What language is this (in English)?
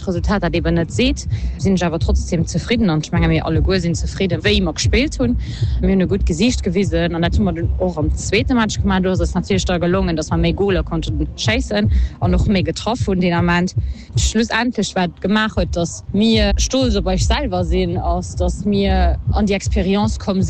Luxembourgish